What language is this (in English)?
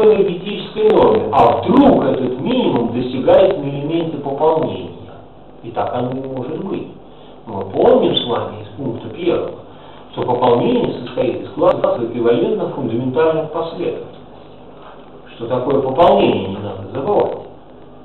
Russian